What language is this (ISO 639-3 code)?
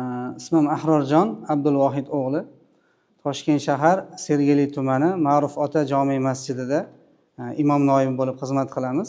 uzb